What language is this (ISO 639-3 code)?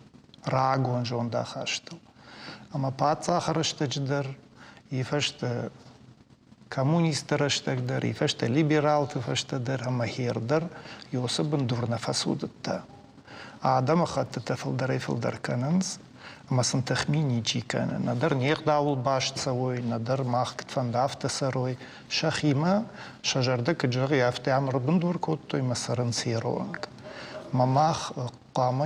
oss